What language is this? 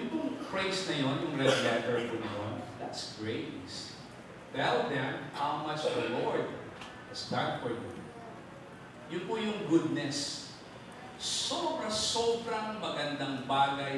Filipino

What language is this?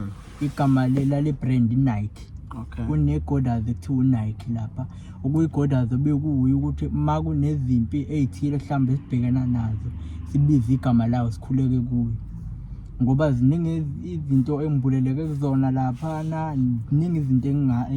Zulu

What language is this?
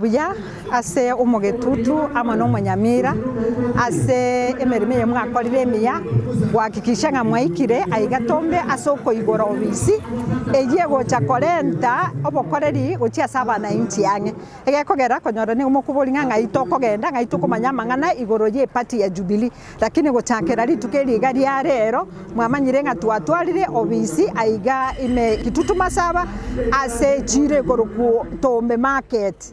Gusii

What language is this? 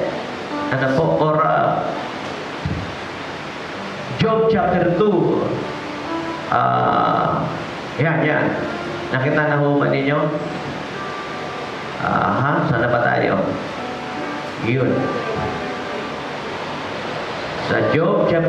Filipino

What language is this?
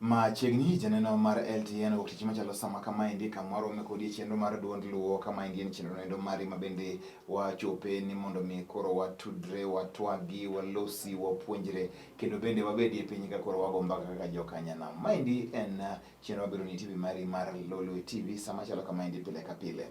Luo (Kenya and Tanzania)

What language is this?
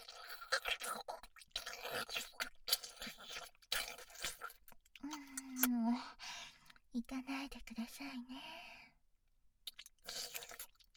Japanese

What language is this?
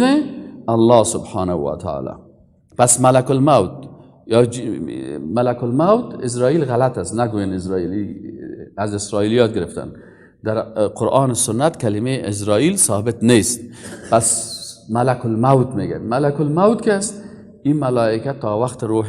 Persian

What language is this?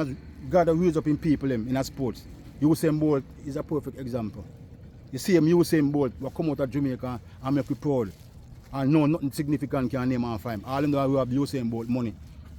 Jamaican Creole English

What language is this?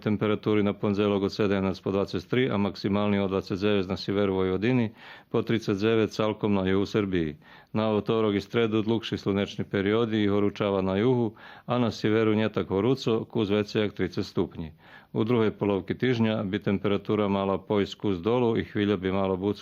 Rusyn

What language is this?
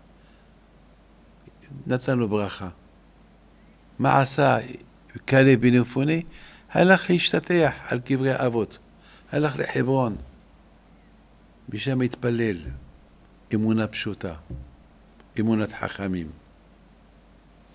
Hebrew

